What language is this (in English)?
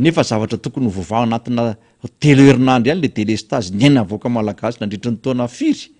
Malagasy